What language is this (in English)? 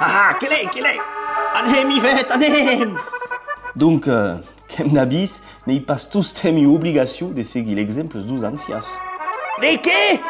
Occitan